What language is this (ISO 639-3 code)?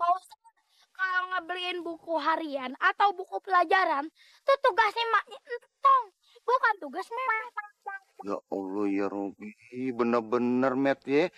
bew